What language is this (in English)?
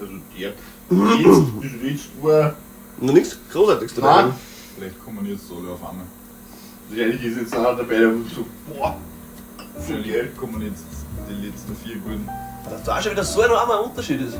Bavarian